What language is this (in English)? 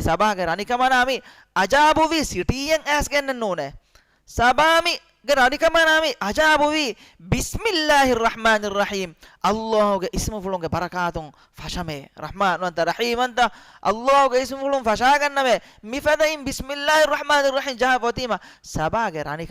Divehi